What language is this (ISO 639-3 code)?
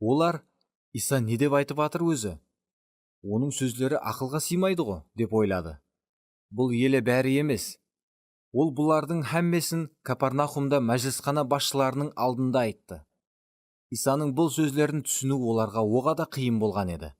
kaa